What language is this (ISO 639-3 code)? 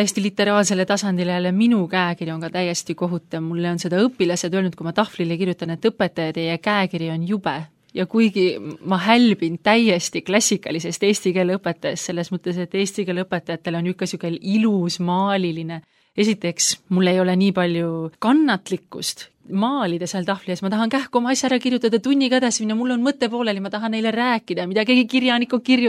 est